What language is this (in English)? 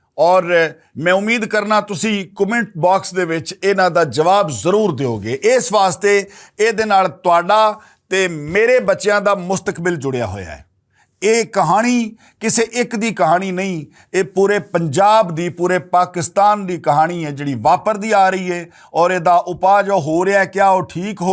Western Panjabi